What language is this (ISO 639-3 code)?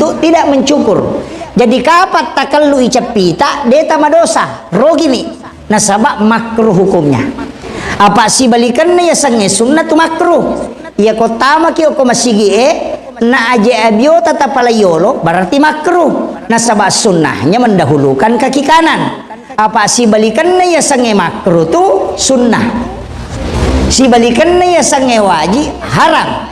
bug